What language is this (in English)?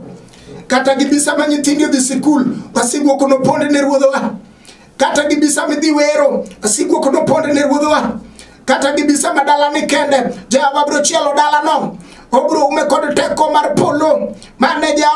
Luo (Kenya and Tanzania)